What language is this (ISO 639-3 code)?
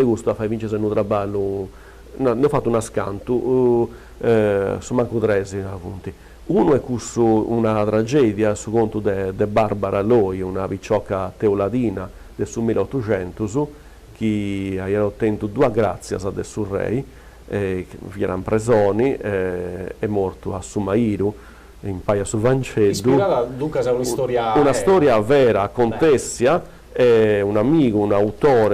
srd